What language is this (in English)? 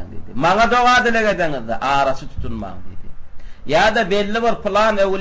Turkmen